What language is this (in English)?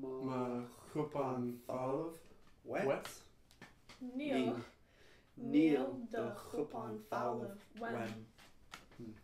Irish